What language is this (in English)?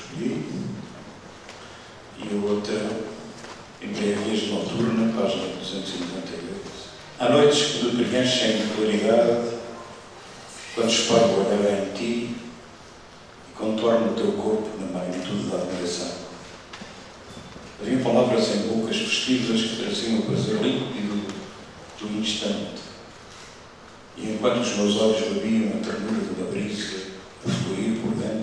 Portuguese